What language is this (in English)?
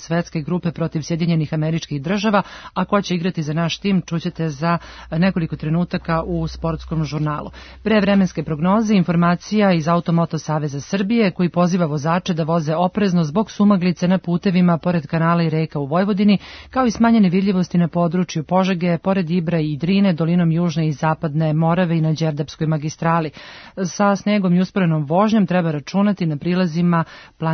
Serbian